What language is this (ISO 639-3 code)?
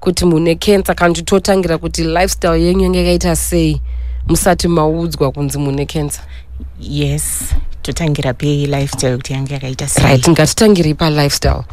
sna